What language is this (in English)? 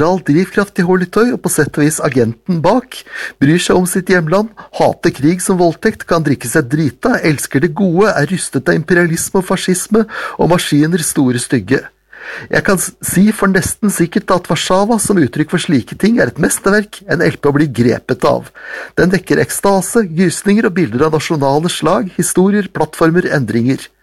Norwegian